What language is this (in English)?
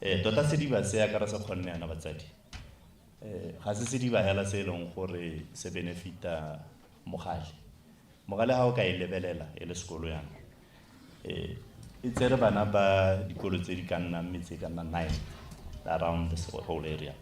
Tswana